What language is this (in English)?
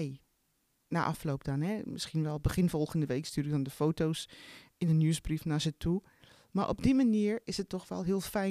Dutch